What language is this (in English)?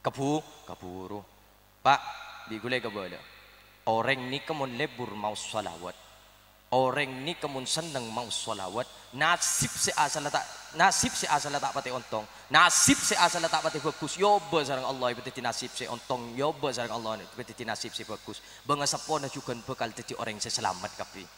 Madurese